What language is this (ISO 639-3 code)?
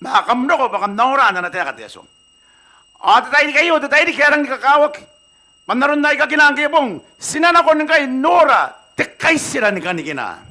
gil